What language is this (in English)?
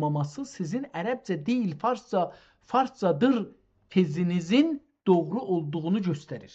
South Azerbaijani